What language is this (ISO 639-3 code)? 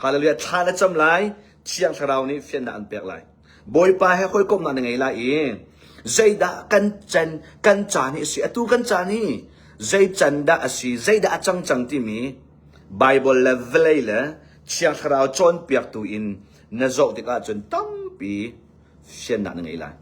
cnh